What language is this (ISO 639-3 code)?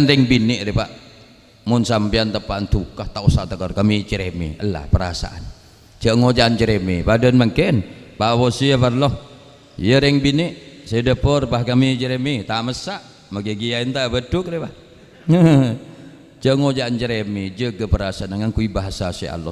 mad